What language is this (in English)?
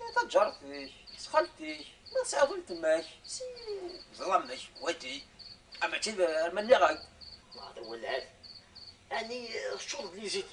Kabyle